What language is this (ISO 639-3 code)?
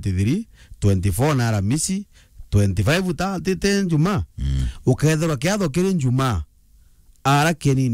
mer